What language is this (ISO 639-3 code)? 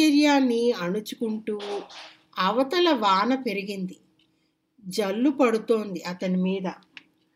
tel